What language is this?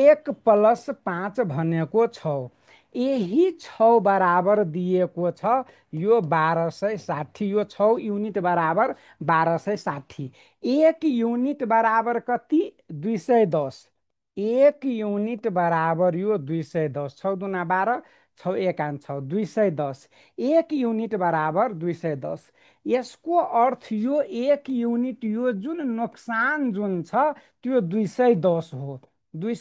Nepali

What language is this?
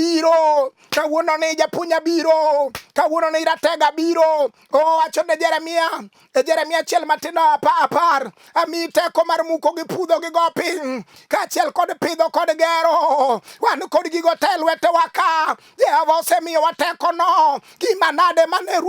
Luo (Kenya and Tanzania)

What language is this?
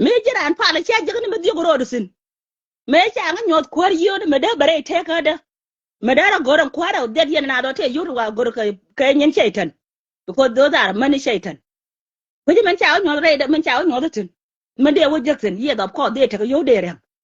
Nuer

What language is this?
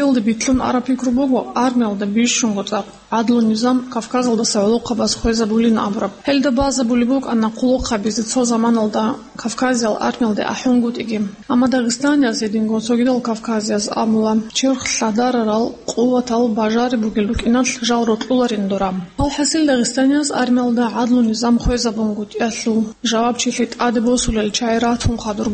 Avaric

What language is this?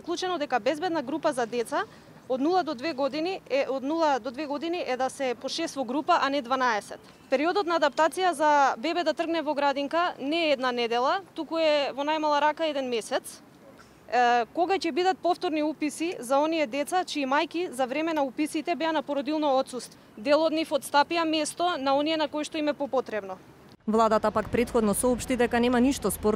Macedonian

